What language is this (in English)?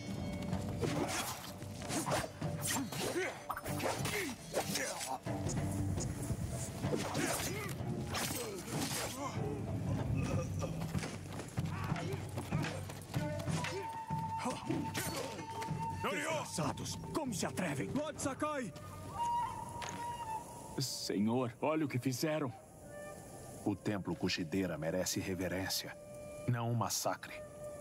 Portuguese